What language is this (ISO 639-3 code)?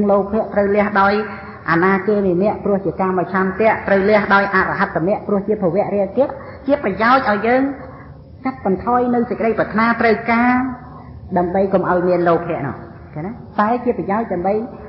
khm